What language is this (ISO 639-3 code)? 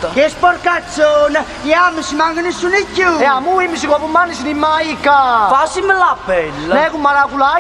nap